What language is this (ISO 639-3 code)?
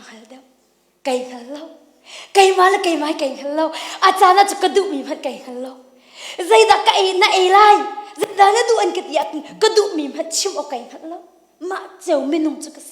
cnh